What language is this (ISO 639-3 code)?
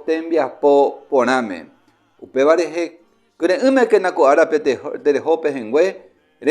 grn